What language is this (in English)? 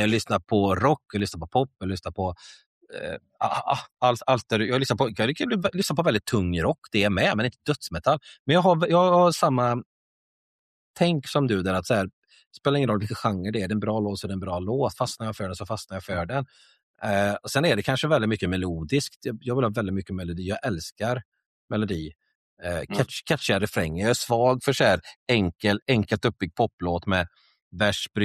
Swedish